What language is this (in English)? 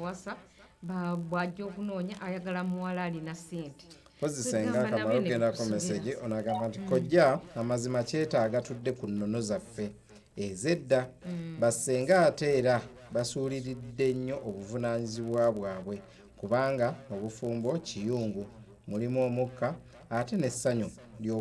Ganda